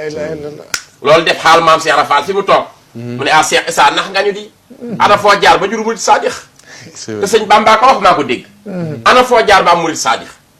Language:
Wolof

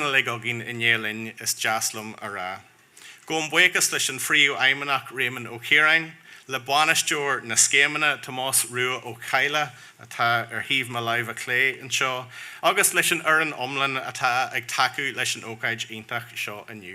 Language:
Irish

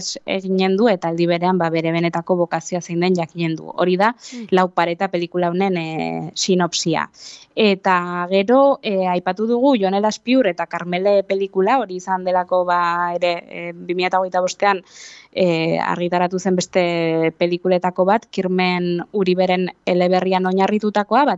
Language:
Basque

